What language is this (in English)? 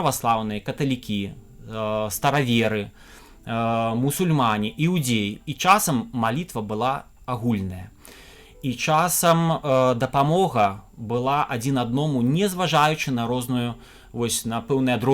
Belarusian